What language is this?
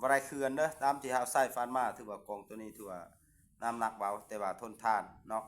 Lao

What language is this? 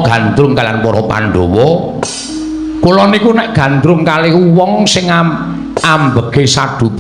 Javanese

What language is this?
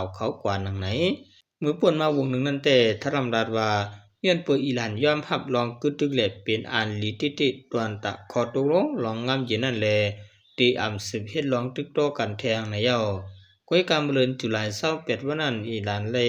Shan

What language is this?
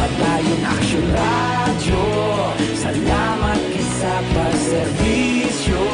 Hiligaynon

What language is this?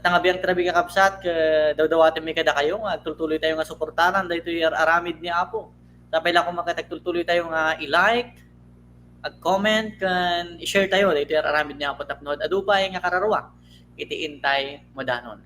Iloko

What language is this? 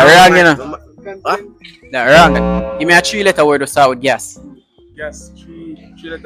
Jamaican Creole English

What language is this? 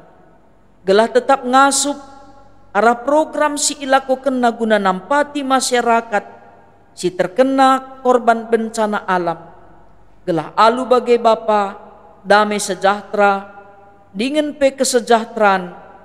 Batak Karo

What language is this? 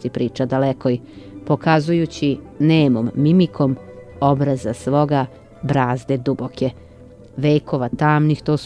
Serbian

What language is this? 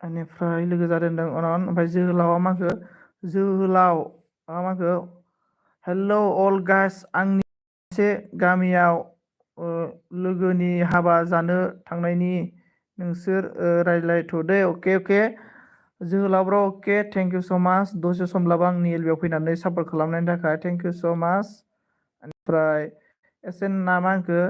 Bodo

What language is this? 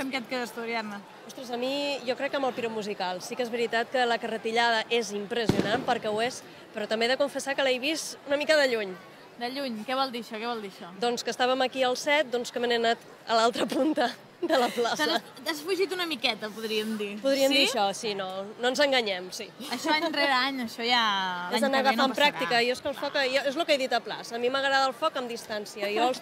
Catalan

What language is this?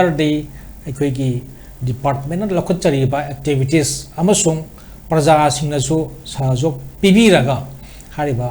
Manipuri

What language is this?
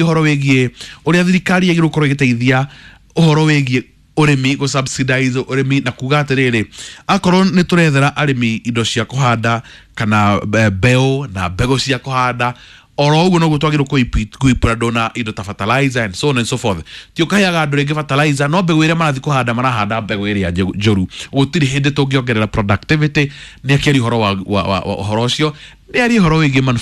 Kikuyu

